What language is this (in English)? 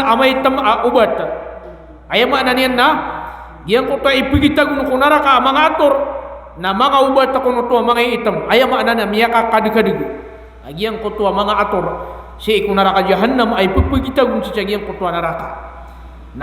Maranao